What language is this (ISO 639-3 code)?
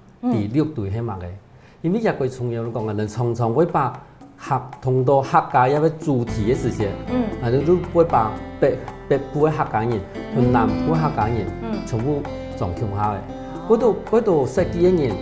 hak